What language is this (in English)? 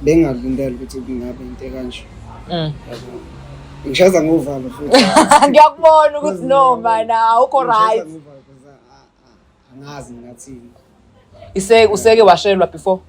Zulu